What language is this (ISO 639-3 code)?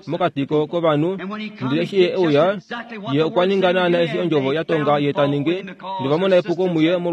kua